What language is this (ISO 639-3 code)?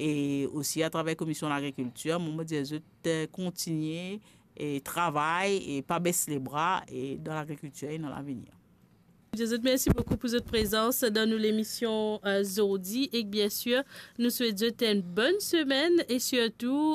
mfe